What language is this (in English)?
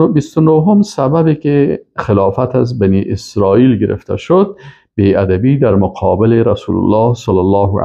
Persian